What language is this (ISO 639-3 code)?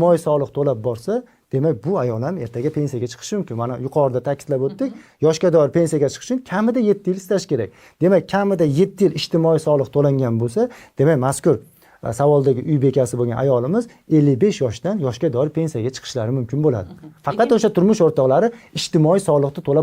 uzb